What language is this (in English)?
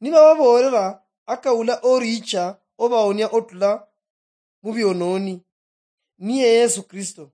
Luyia